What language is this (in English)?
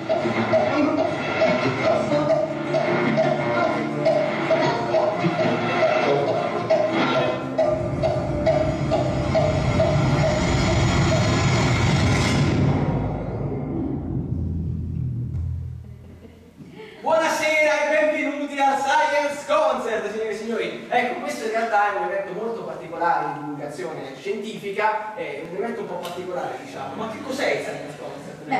Italian